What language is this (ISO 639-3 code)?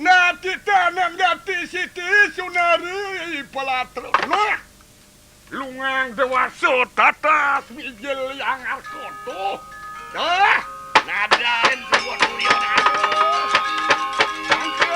ban